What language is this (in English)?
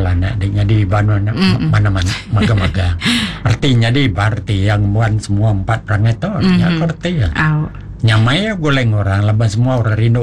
Iban